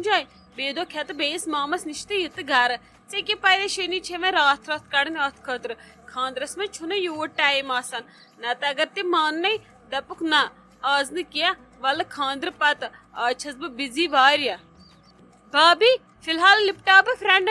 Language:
Kashmiri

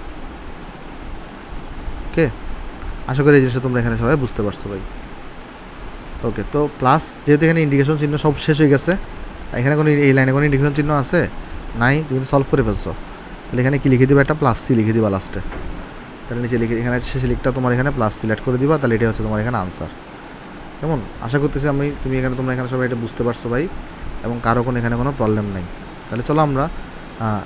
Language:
Bangla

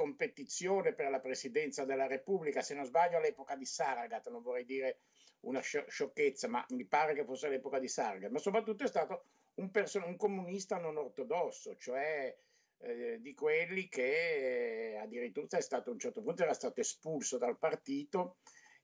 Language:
Italian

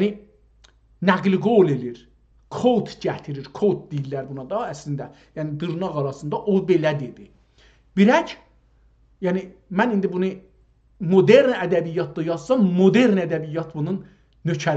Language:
South Azerbaijani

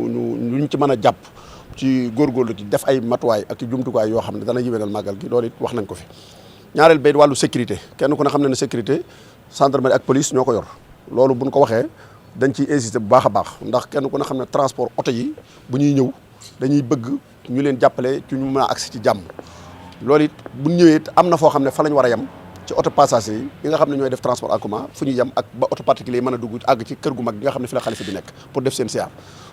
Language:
Wolof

